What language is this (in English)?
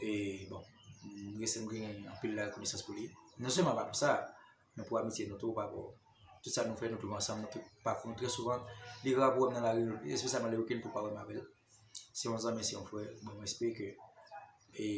Haitian Creole